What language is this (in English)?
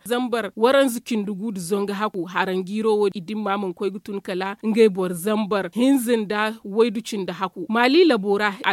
Zarma